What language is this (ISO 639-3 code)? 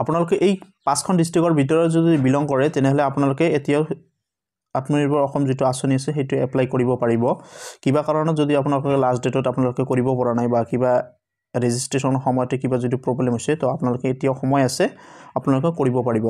asm